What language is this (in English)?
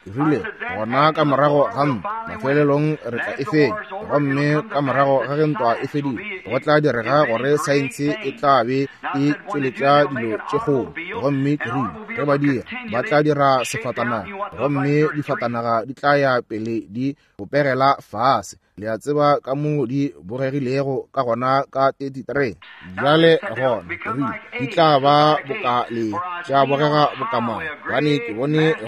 Northern Sotho